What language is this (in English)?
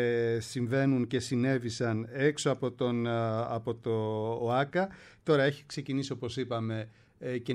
Greek